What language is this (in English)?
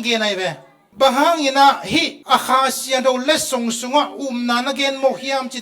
Tedim Chin